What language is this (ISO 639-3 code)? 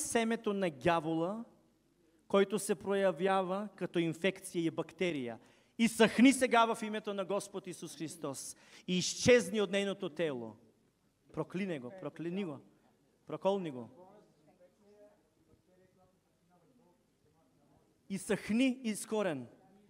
bul